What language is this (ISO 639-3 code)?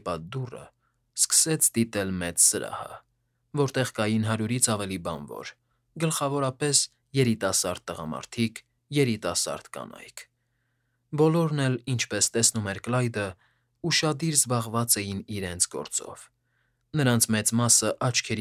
hye